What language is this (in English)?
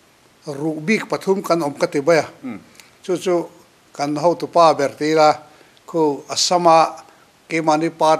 Mizo